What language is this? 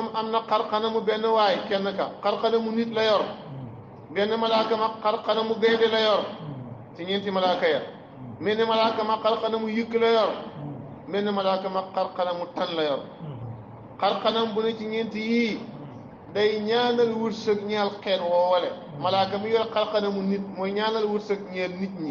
Wolof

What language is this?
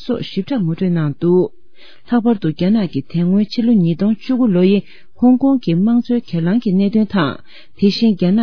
Tibetan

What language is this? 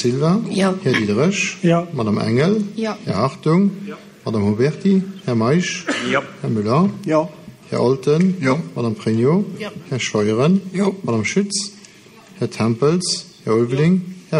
Luxembourgish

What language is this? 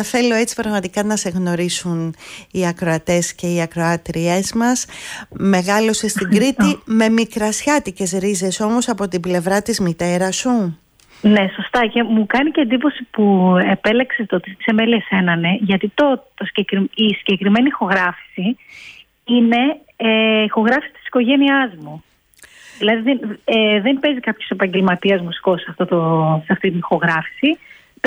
Greek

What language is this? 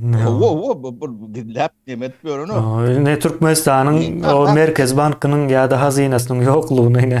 Turkmen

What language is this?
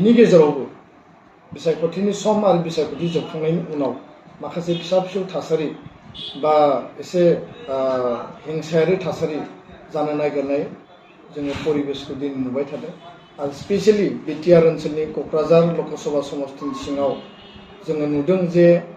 Bodo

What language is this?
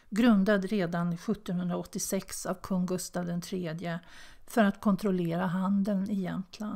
Swedish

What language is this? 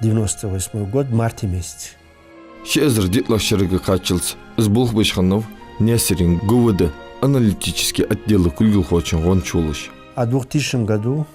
Ingush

